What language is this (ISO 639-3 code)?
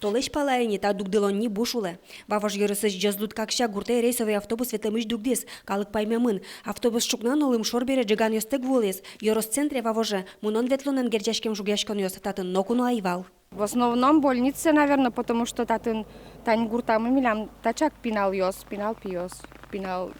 udm